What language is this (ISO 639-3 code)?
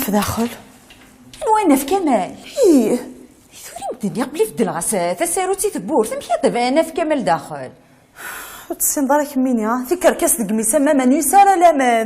kab